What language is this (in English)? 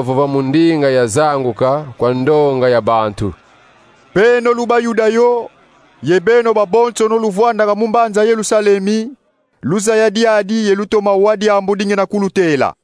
Kongo